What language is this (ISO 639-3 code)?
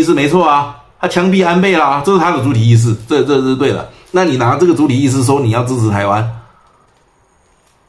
zho